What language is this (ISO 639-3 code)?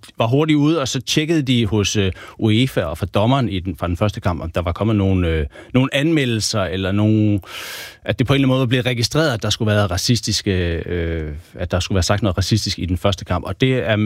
dan